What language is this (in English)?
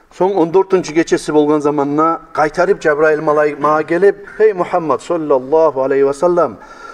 Kumyk